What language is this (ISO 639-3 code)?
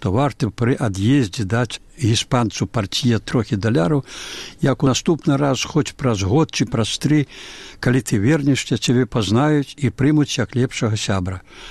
bel